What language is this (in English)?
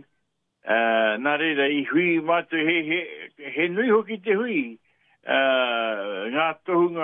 Māori